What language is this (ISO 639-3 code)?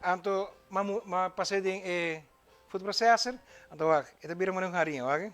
pap